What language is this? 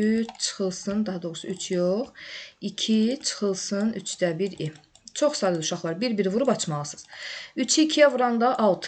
Azerbaijani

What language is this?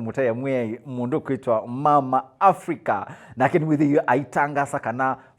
Kamba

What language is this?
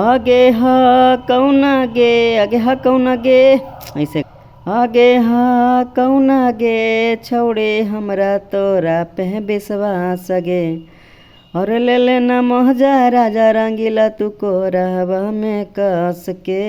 Magahi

